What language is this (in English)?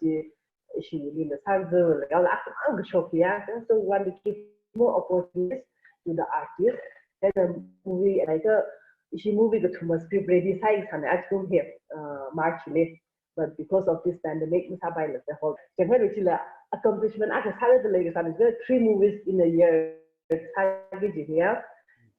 Tangkhul Naga (India)